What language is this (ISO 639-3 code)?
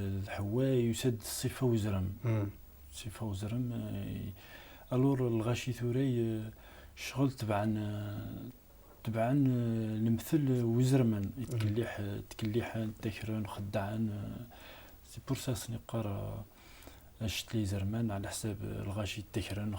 kab